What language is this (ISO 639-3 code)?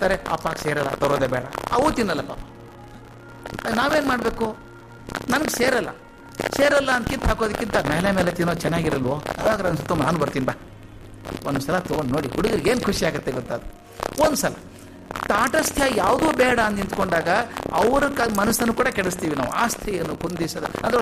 kan